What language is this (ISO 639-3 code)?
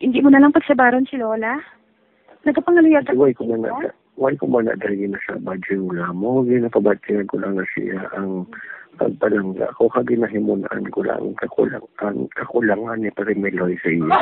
hil